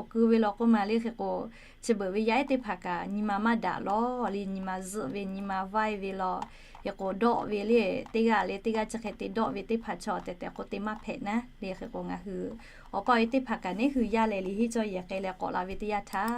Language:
Lahu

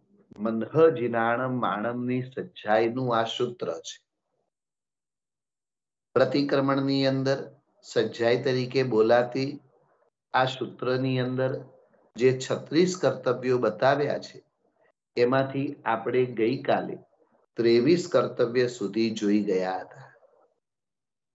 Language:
Gujarati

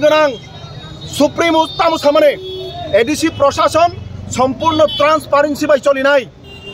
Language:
Kok Borok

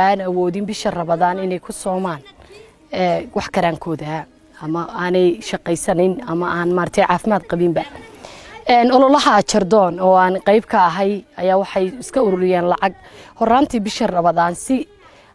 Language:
Somali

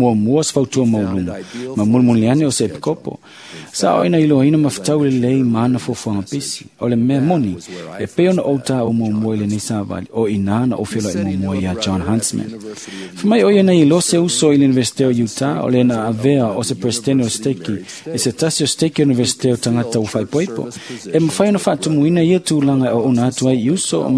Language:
Samoan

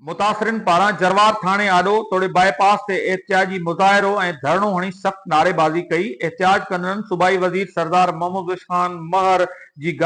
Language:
Sindhi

